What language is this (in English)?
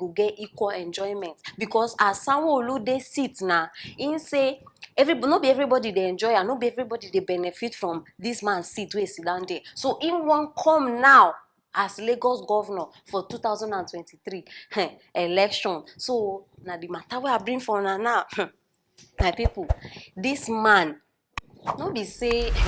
Nigerian Pidgin